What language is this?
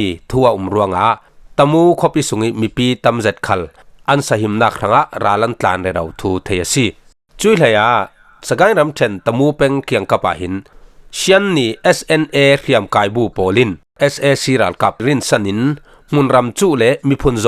Falam Chin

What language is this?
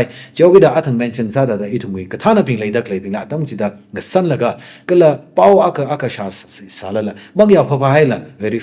Tangkhul Naga (India)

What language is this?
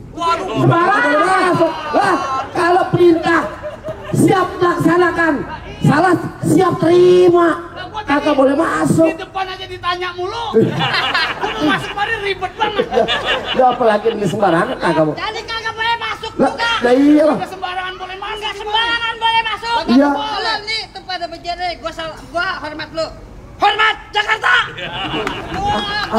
Betawi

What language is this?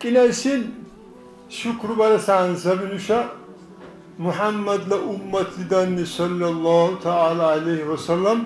Dargwa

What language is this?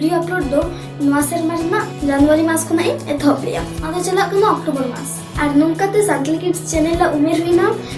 Santali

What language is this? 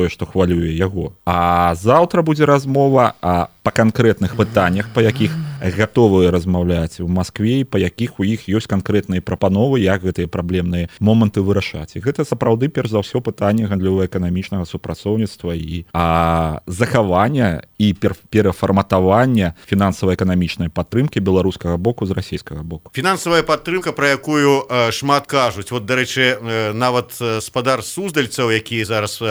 Belarusian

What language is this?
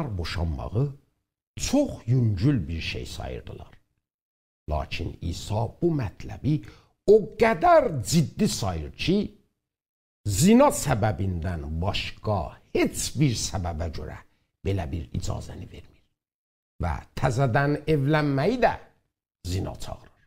South Azerbaijani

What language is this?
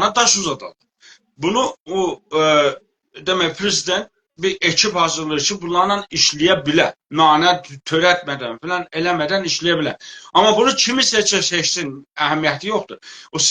South Azerbaijani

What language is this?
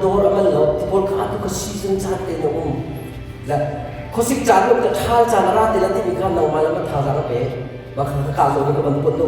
Hakha Chin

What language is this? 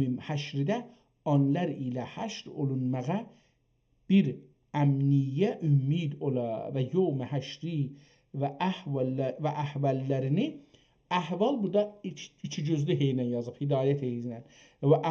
South Azerbaijani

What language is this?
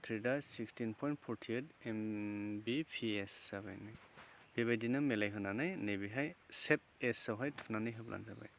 Bodo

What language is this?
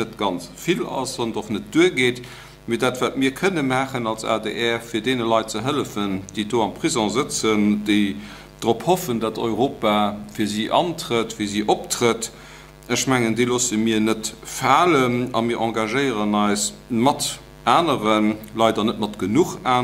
Luxembourgish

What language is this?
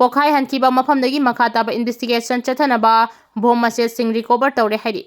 Manipuri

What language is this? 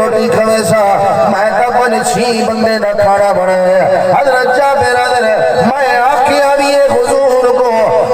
Saraiki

